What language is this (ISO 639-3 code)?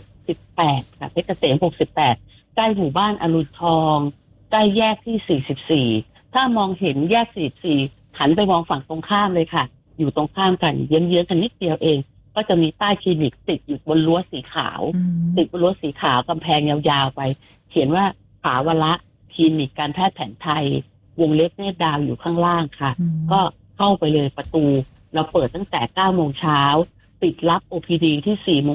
tha